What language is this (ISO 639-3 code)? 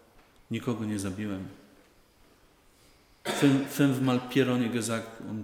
pol